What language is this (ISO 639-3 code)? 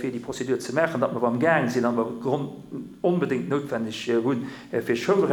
ltz